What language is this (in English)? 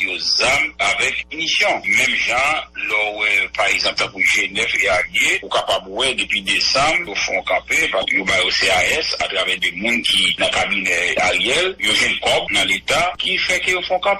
Haitian Creole